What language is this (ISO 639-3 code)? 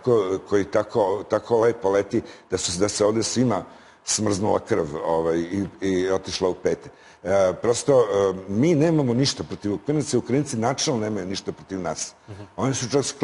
srp